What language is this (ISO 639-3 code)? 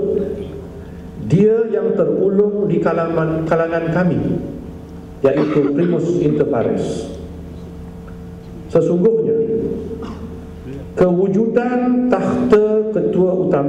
msa